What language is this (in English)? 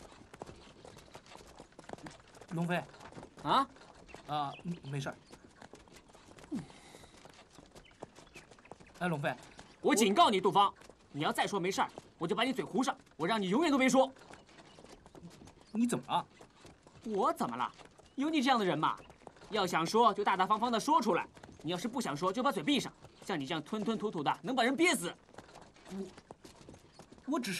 Chinese